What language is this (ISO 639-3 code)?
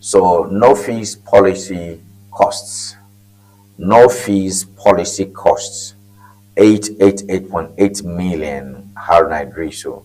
ewe